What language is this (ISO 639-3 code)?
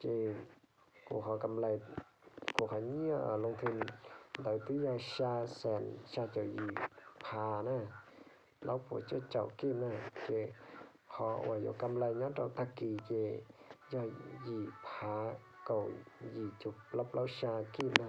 hmn